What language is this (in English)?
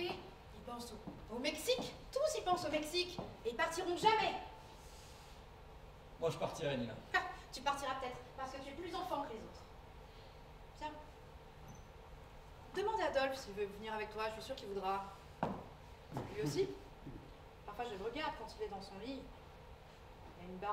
French